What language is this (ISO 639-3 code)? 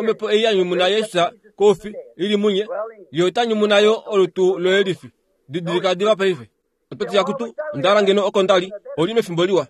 kua